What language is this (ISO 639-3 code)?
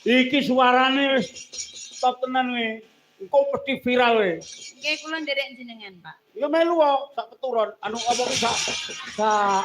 jav